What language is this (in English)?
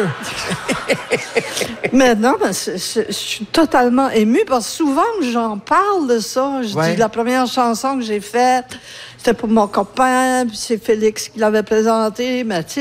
French